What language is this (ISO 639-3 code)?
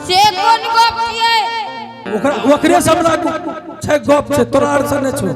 anp